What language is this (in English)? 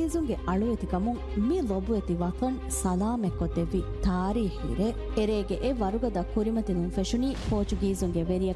Divehi